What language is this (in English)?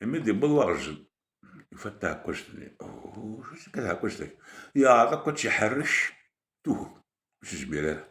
Kabyle